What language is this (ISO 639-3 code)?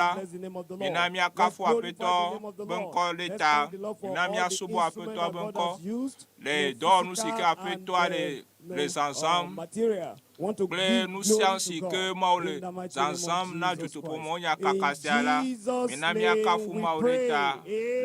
ewe